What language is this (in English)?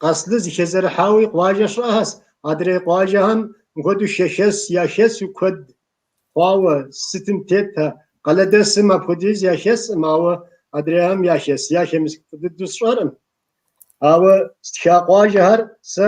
Kabardian